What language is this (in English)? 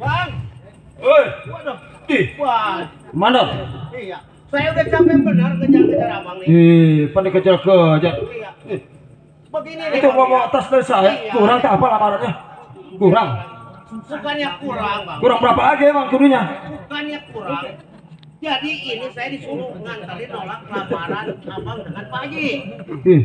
Betawi